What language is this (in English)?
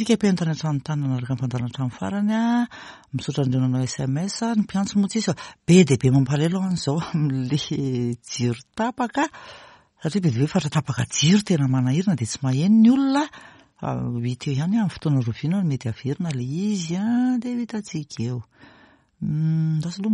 Malagasy